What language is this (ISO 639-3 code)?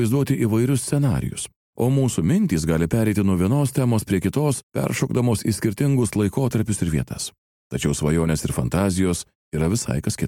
lit